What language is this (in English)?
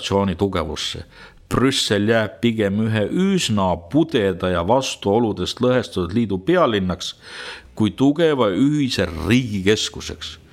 Estonian